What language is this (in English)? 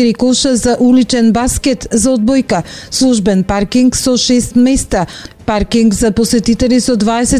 Macedonian